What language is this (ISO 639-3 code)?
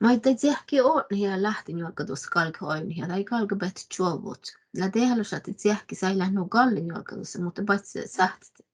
sme